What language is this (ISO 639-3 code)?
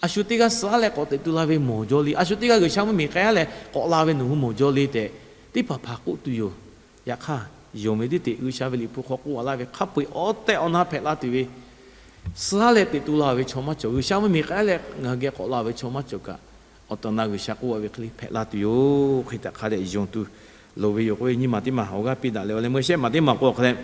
lhu